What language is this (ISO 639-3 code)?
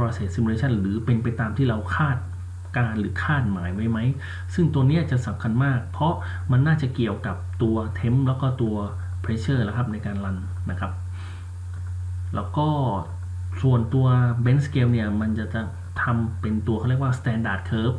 tha